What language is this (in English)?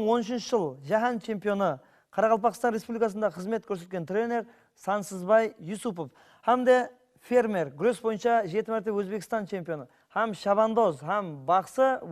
Kara-Kalpak